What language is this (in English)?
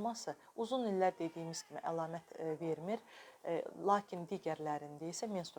Azerbaijani